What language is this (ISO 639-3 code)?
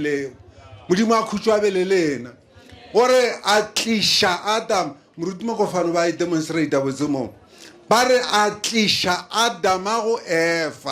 nso